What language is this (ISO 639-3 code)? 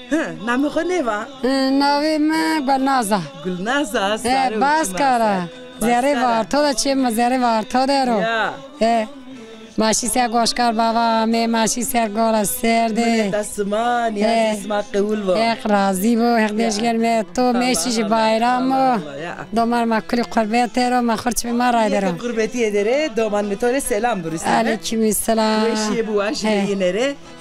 zza